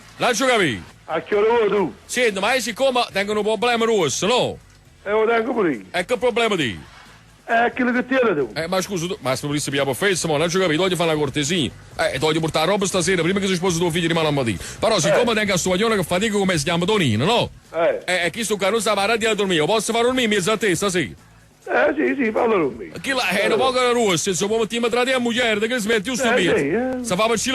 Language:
Neapolitan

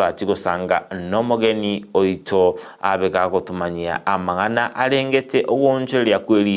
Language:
Gusii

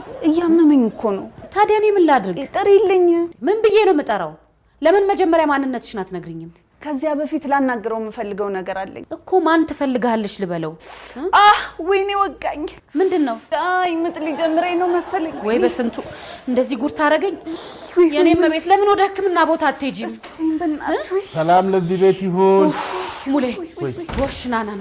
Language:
Amharic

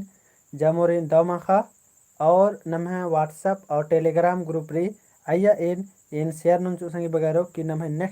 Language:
Kurukh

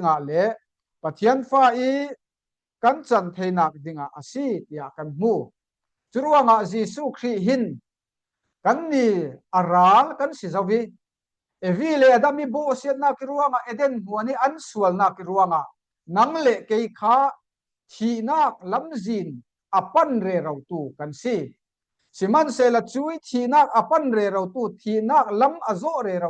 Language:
Falam Chin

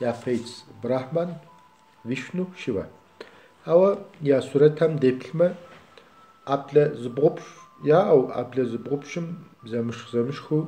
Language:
Kabardian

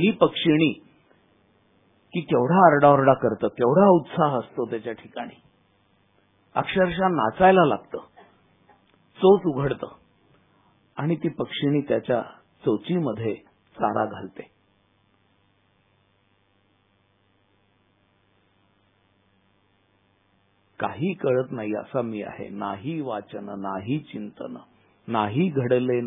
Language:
Marathi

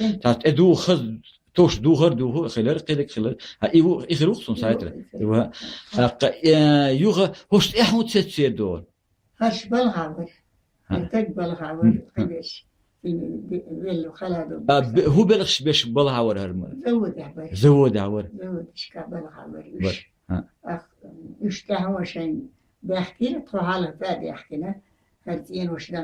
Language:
Chechen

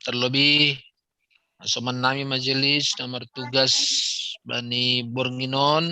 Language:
Batak Simalungun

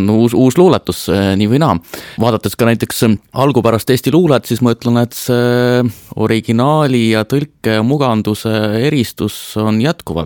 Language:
Estonian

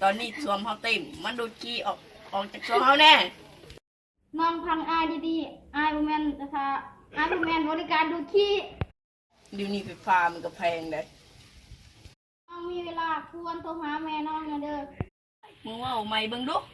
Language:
Lao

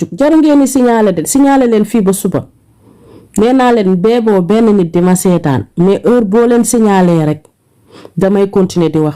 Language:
Wolof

